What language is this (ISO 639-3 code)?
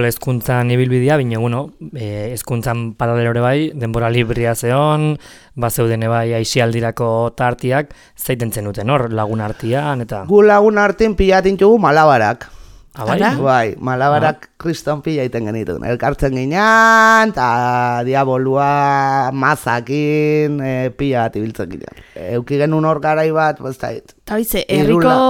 eus